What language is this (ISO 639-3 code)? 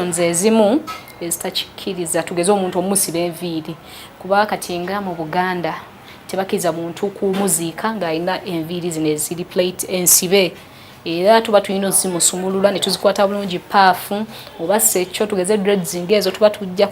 lug